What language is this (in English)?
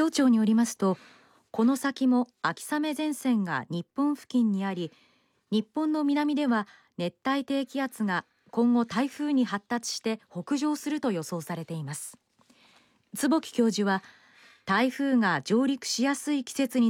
Japanese